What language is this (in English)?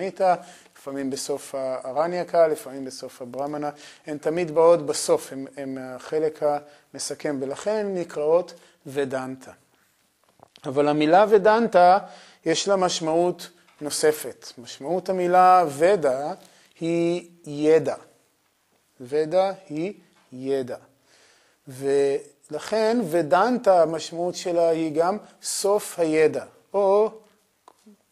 Hebrew